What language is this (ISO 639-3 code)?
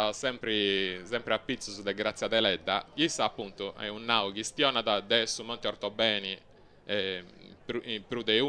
srd